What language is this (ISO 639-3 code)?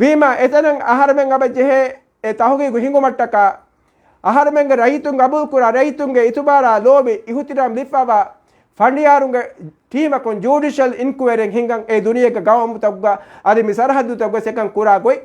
div